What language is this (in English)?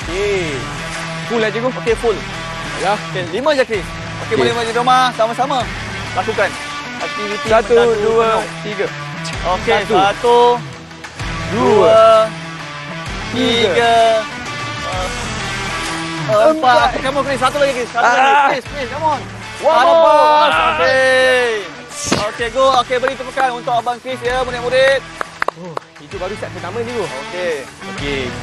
Malay